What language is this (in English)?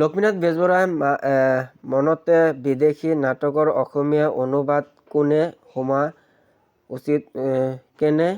Assamese